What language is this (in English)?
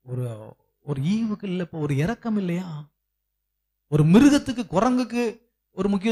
Tamil